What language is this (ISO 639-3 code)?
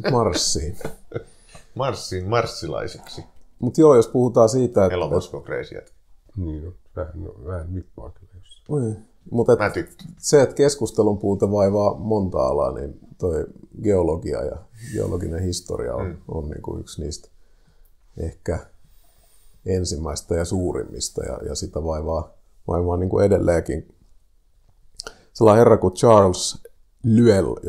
fin